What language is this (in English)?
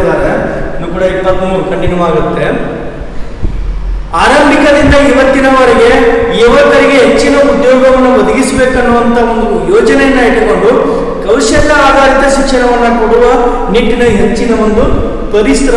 Kannada